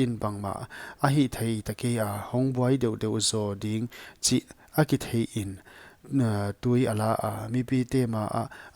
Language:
Paite Chin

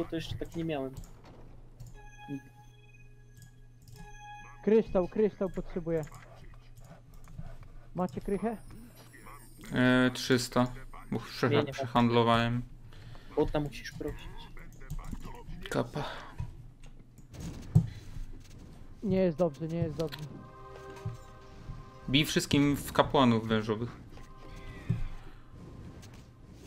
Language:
Polish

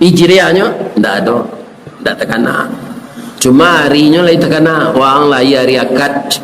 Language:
Minangkabau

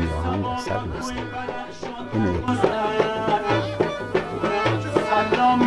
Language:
Persian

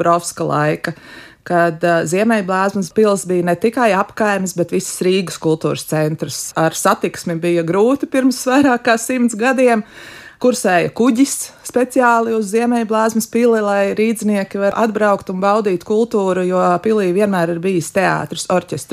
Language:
Latvian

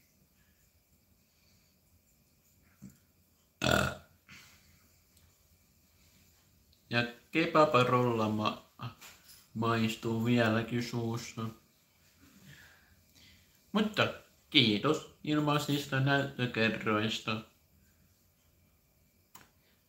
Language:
Finnish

